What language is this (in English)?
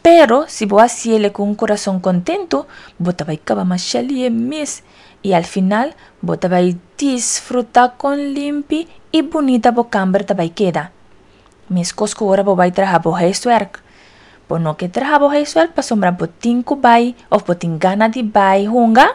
Papiamento